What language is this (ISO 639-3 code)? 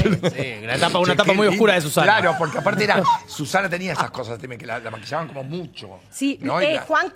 spa